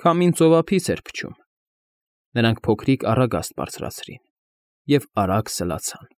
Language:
Armenian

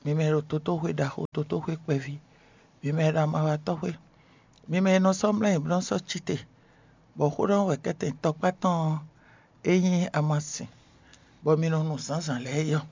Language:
Fon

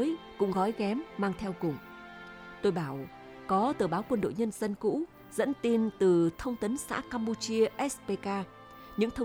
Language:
Vietnamese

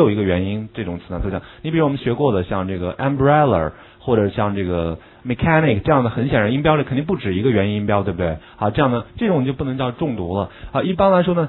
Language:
Chinese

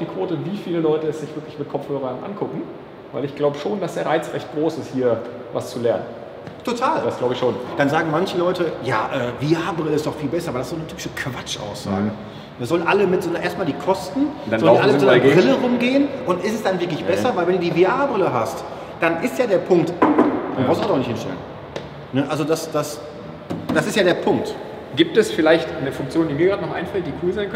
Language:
German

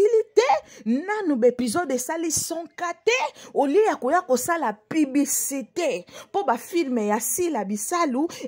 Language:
Lingala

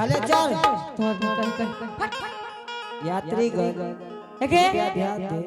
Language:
Angika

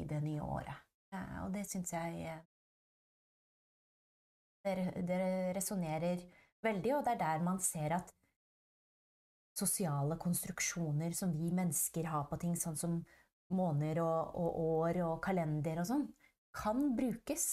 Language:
Norwegian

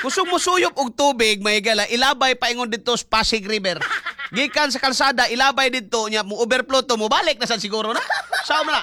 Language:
Cebuano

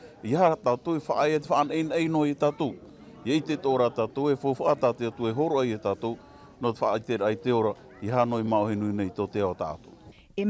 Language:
Tahitian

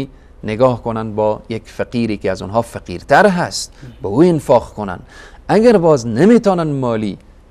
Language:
Persian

